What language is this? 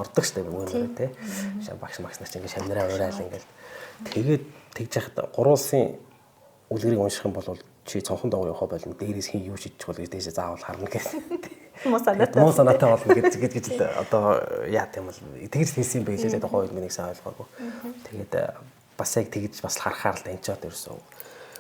Mongolian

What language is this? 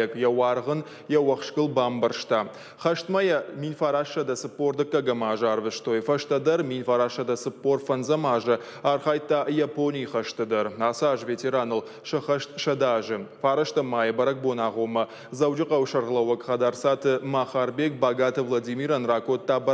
Ossetic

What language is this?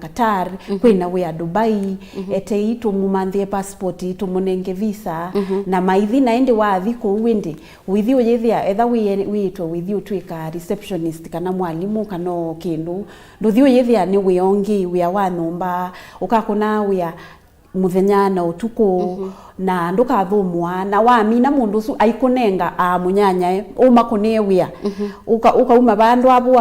Kamba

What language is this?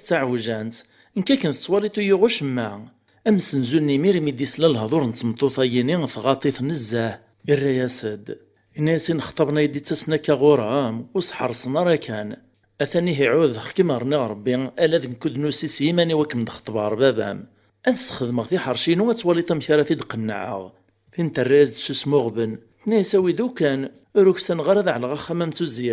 Kabyle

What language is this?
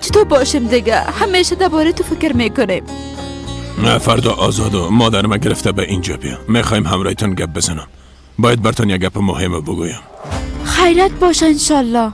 Persian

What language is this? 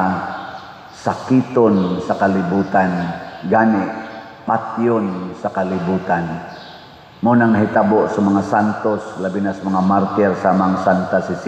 Cebuano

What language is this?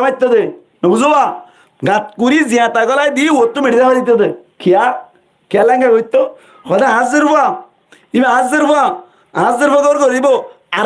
Rohingya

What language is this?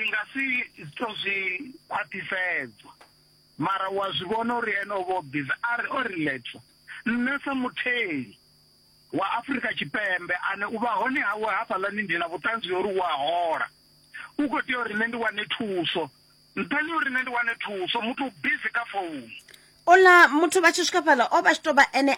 Venda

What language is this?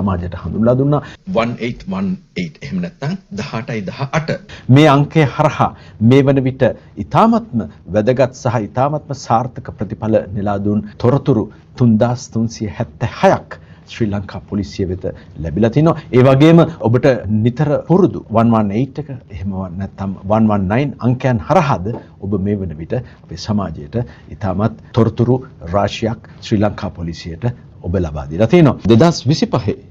Sinhala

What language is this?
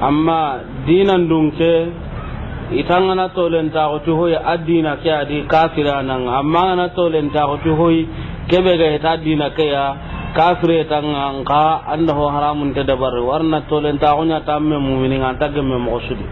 Soninke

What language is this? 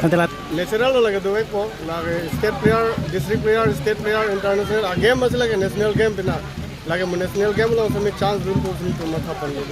Karbi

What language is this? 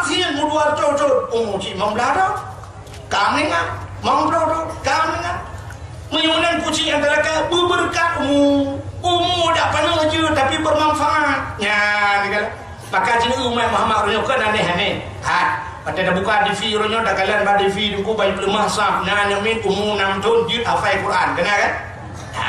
Achinese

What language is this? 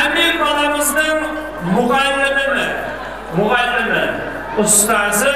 Kara-Kalpak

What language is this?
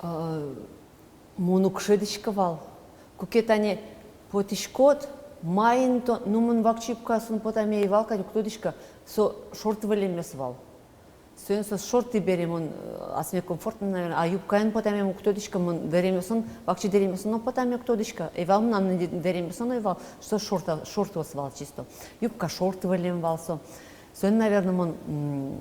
Udmurt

